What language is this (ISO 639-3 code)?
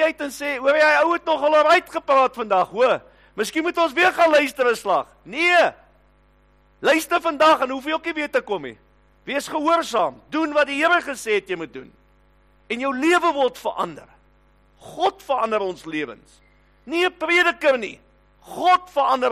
afr